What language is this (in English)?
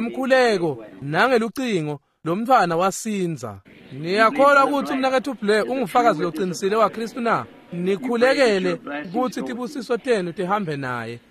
Swati